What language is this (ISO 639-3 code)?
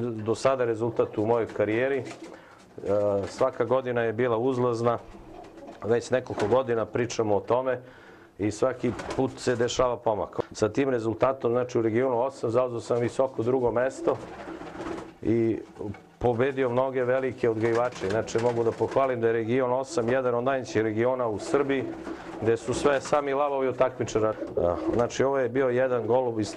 srp